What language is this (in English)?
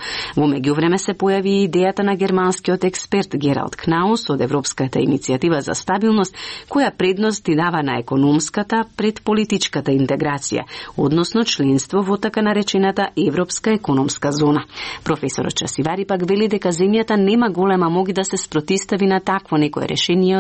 Macedonian